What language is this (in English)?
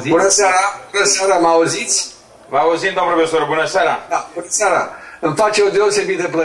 Romanian